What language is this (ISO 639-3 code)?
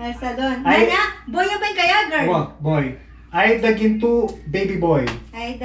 pam